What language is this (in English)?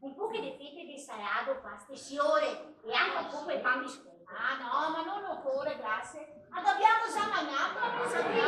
Venetian